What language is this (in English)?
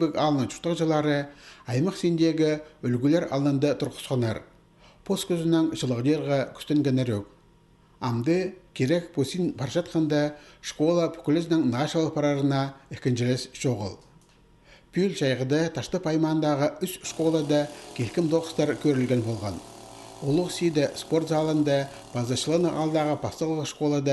Khakas